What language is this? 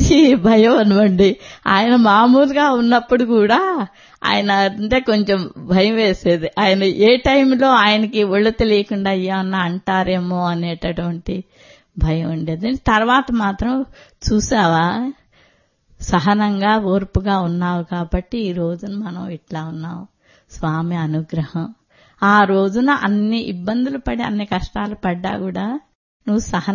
Telugu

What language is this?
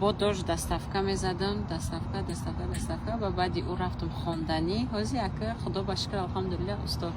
Tajik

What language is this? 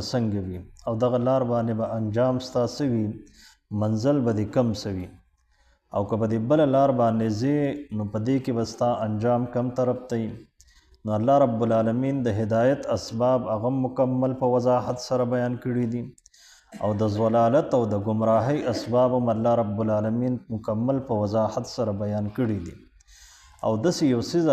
Pashto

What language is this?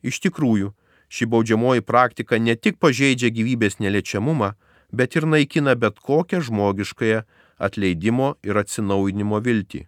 Lithuanian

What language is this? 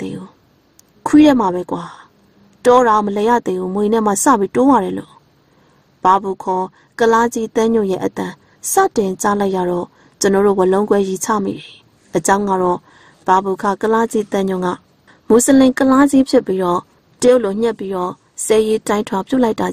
Burmese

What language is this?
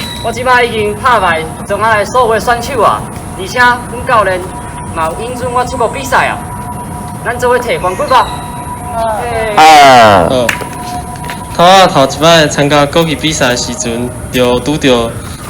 Min Nan Chinese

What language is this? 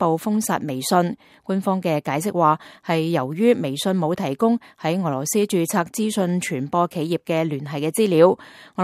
Cantonese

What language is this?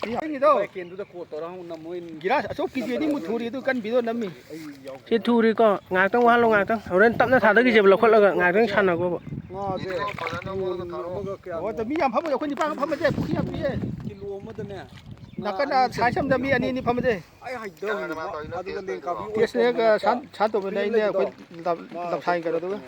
Manipuri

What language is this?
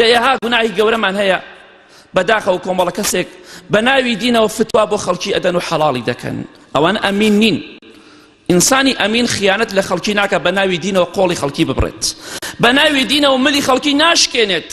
Central Kurdish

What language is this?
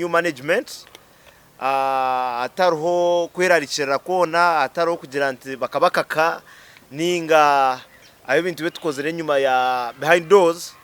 Nyankole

